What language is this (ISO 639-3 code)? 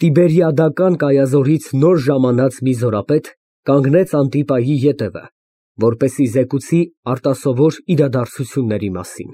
hye